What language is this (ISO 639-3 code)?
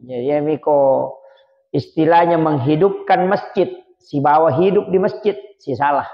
bug